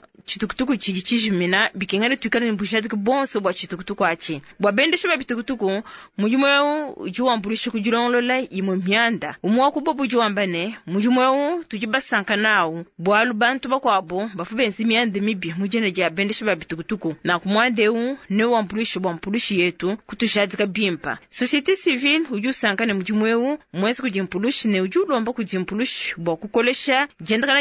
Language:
Luba-Lulua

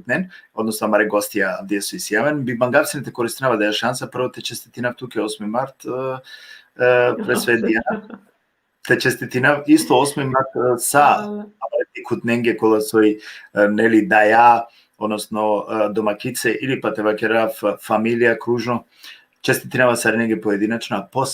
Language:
Balkan Romani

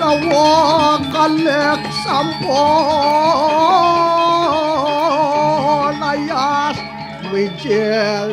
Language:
Balinese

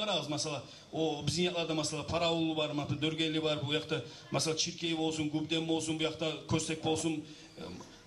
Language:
Kumyk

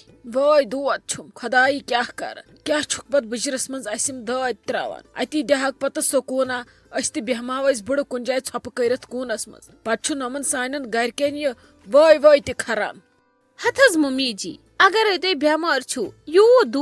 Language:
Kashmiri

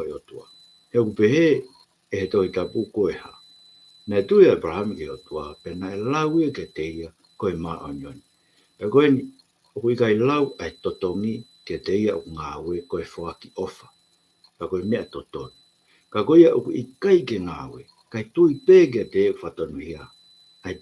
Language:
Tongan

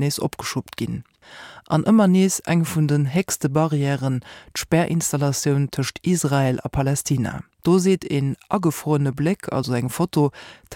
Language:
Luxembourgish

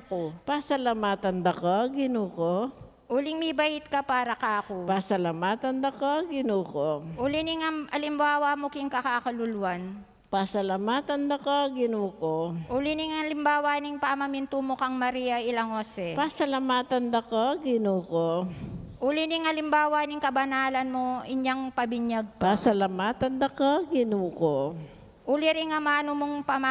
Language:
Pampanga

